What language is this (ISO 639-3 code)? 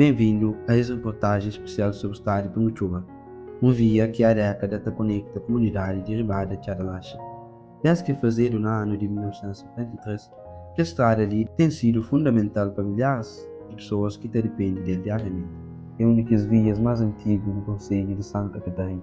kea